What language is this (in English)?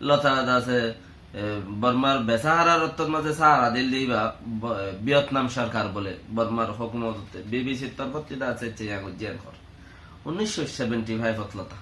Rohingya